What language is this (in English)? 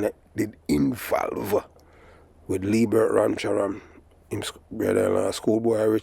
Jamaican Creole English